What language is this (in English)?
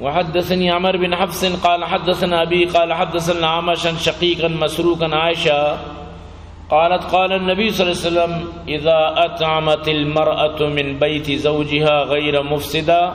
Eastern Balochi